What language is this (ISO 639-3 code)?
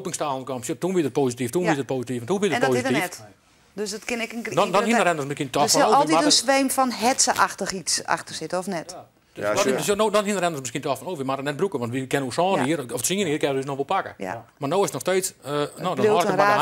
fry